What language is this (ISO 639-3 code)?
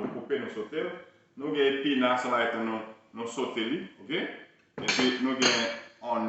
hat